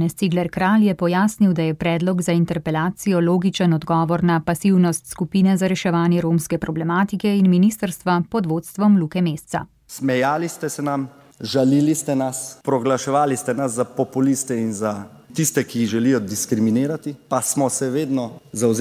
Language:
Slovenian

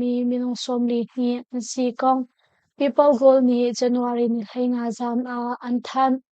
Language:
Hakha Chin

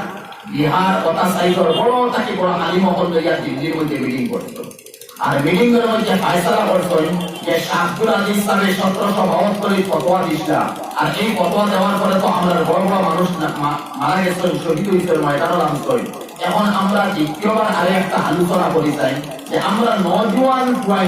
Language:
Sylheti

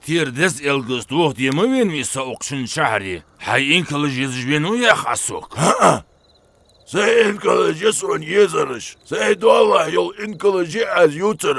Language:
Ingush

